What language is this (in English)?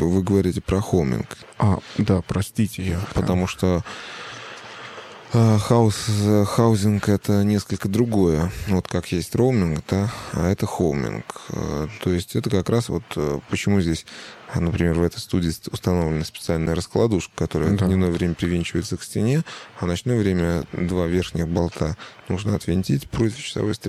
Russian